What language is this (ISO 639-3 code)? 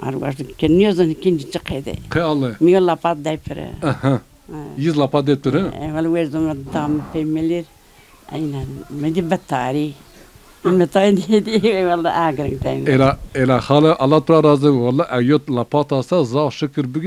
zza